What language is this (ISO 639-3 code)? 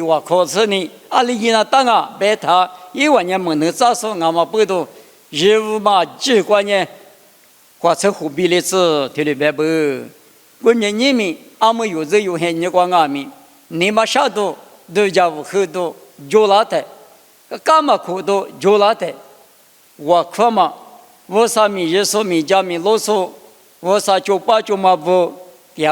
lis